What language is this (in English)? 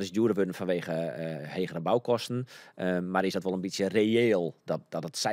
Western Frisian